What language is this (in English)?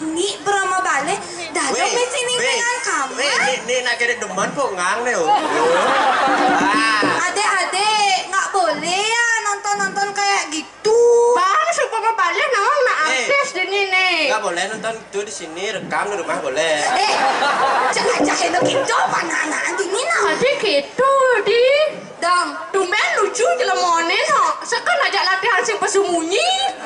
Balinese